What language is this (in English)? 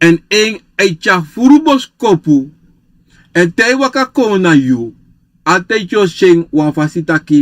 Sranan Tongo